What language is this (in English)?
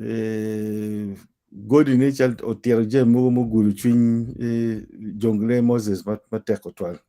Acoli